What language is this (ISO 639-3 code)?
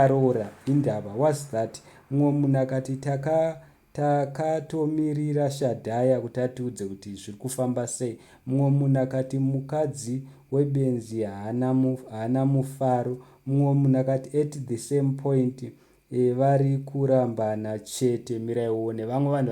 sna